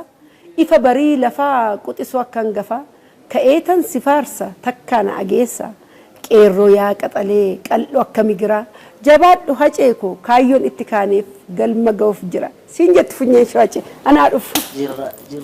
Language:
Oromo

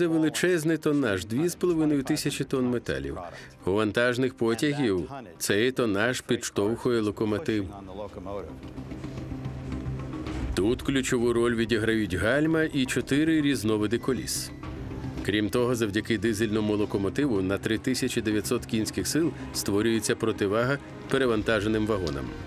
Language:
Ukrainian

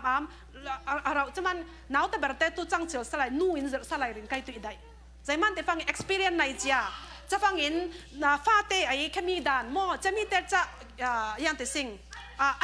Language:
Falam Chin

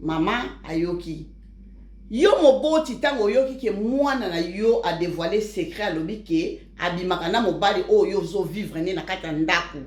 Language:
Lingala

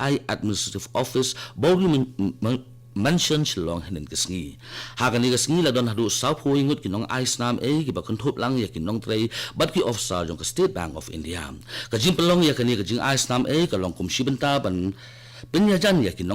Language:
Khasi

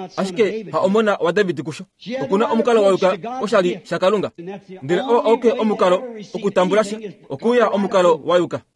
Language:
Kuanyama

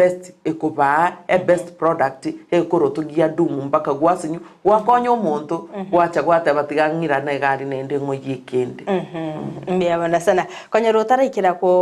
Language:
Gusii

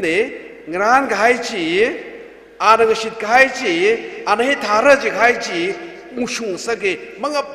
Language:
Tangkhul Naga (India)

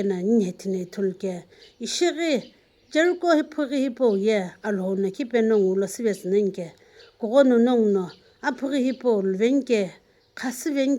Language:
Sumi Naga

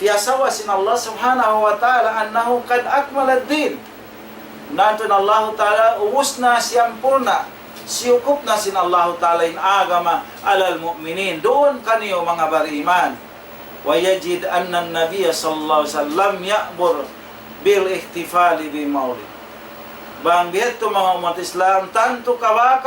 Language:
Tausug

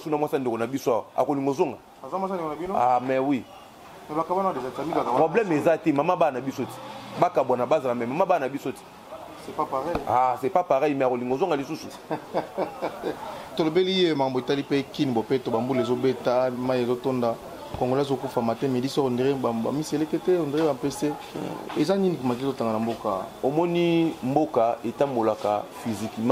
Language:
Lingala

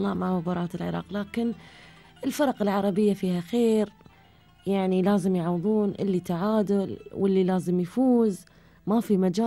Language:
Gulf Arabic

